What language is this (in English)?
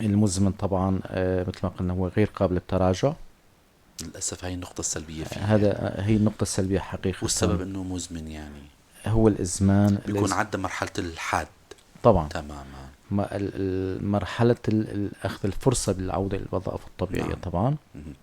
North Levantine Arabic